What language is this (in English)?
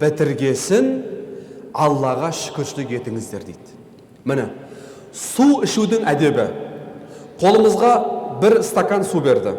Kazakh